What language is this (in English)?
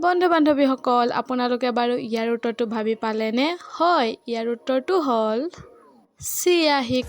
Assamese